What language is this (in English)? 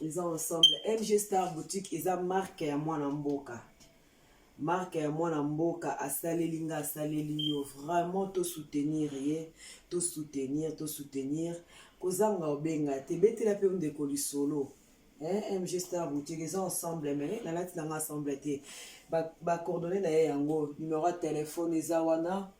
Lingala